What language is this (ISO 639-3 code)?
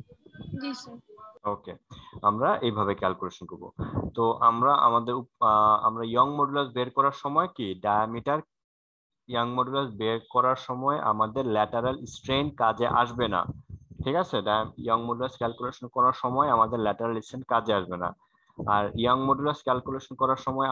ben